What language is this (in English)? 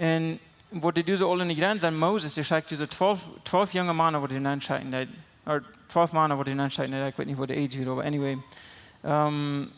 Plautdietsch